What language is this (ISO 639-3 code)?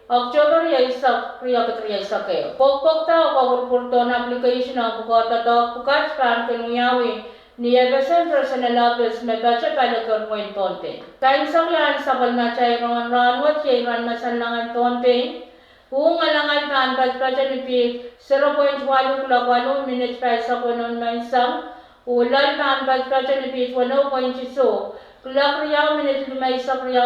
pon